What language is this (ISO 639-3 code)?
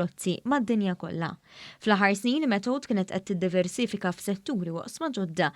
mlt